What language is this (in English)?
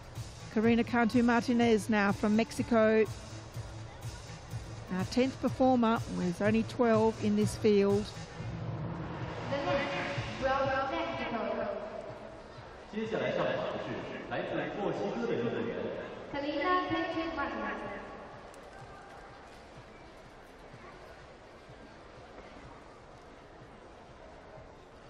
English